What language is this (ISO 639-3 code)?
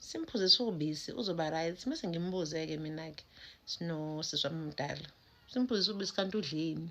zul